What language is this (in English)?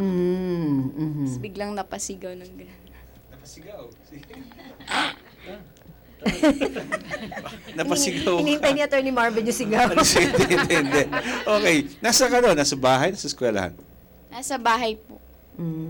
Filipino